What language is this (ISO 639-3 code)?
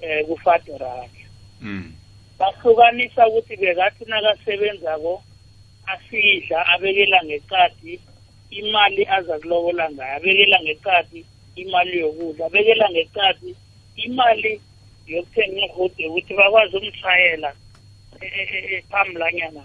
nbl